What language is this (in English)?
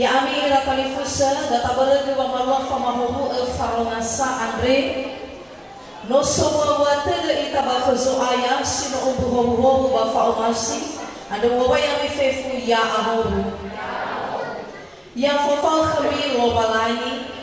Nias